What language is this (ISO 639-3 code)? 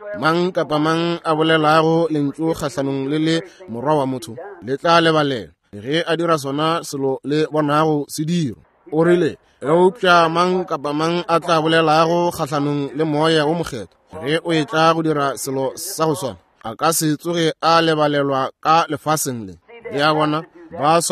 nso